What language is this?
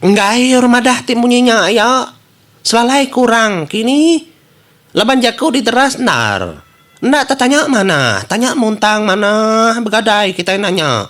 Iban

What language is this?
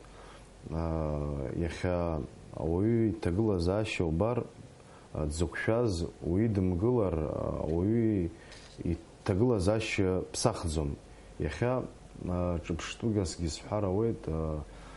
Abkhazian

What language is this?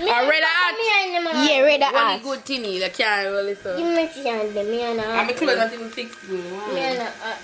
Jamaican Creole English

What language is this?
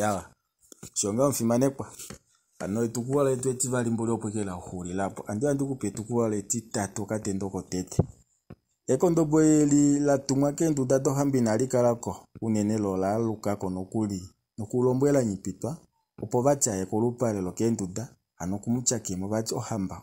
Kuanyama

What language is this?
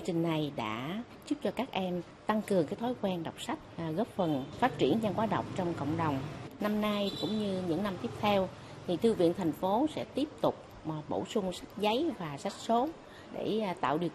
Vietnamese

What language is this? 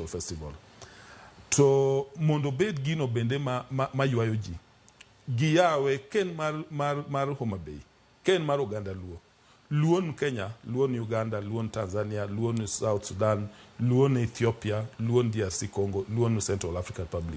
Luo (Kenya and Tanzania)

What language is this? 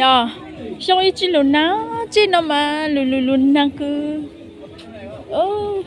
Hmong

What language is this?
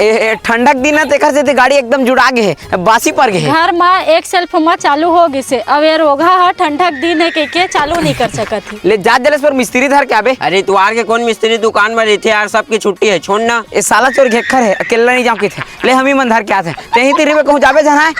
Chhattisgarhi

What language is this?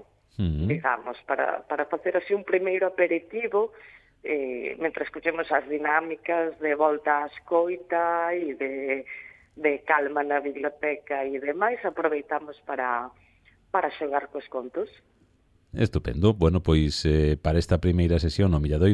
Galician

